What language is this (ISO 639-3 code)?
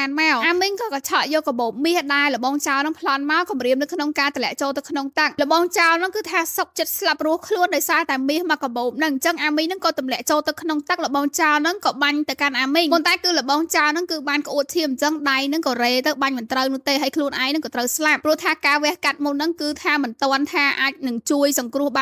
khm